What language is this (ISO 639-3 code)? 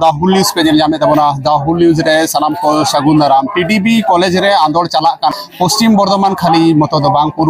sat